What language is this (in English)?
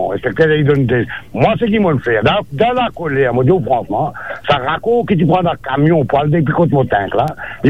Morisyen